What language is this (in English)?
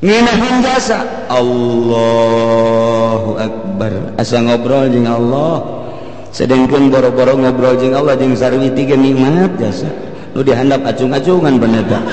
Sundanese